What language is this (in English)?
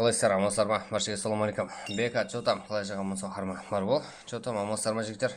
Kara-Kalpak